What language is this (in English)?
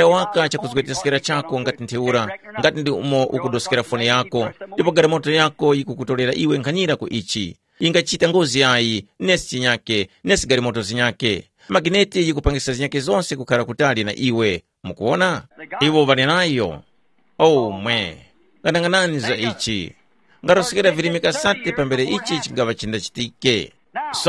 Tumbuka